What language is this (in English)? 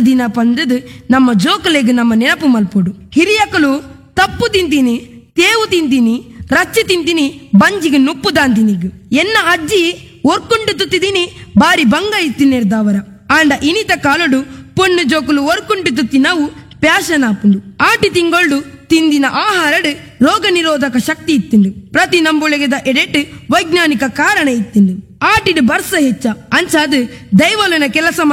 Tulu